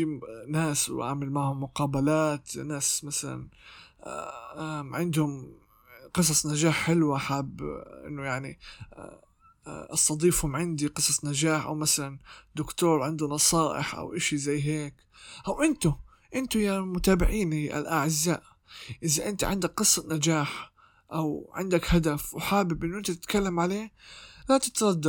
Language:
North Levantine Arabic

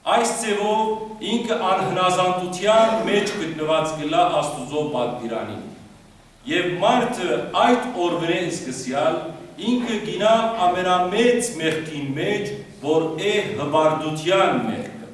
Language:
Western Armenian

